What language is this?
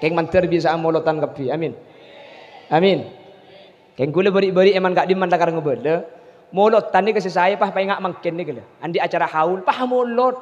Madurese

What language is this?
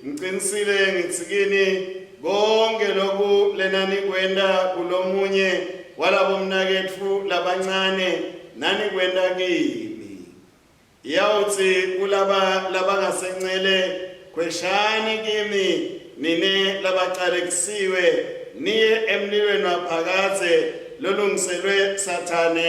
Swati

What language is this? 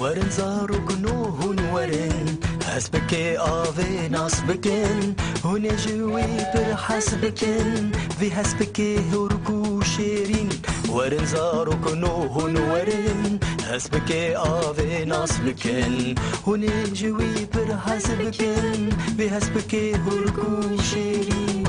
Kurdish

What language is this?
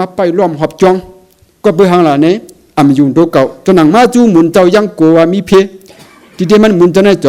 Shan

